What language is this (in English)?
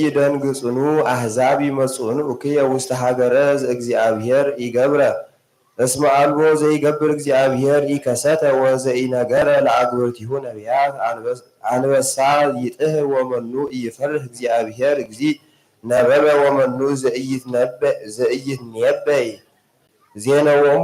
Geez